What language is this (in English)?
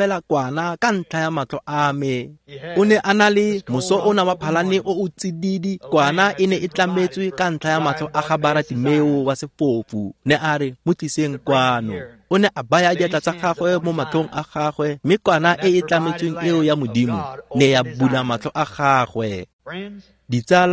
Tswana